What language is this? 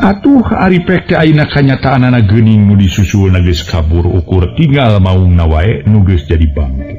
Sundanese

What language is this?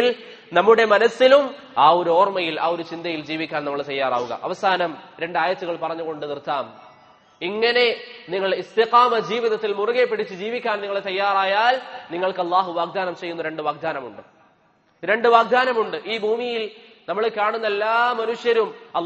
Malayalam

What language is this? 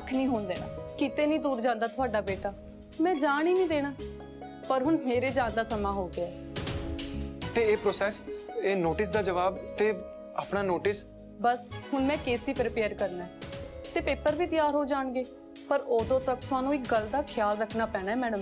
Punjabi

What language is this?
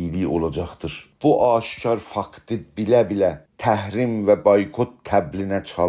South Azerbaijani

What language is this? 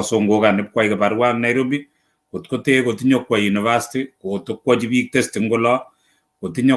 Kalenjin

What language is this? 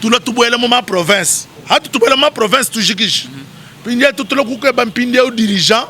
Luba-Lulua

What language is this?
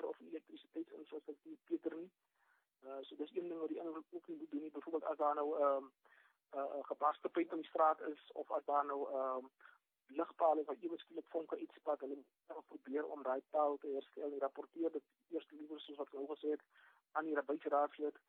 Afrikaans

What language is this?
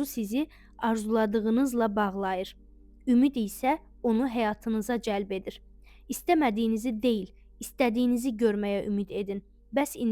Azerbaijani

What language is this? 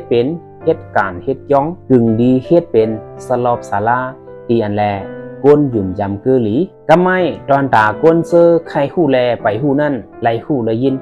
Shan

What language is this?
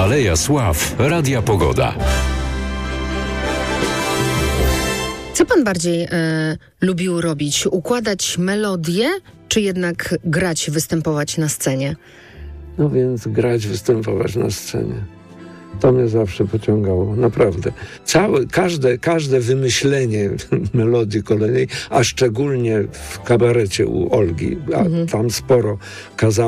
Polish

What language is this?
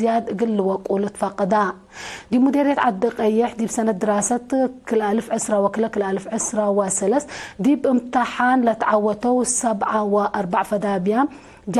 Tigre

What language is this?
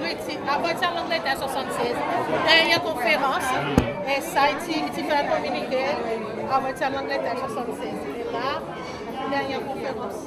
Seselwa Creole French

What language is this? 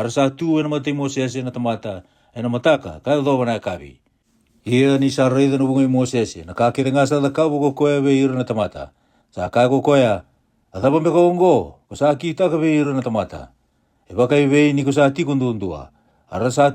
Fijian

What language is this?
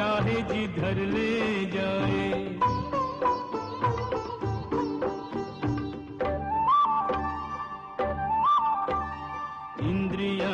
Hindi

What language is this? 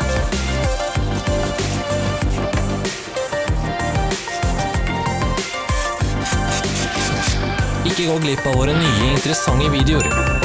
Norwegian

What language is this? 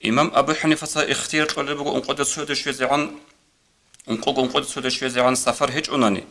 Avaric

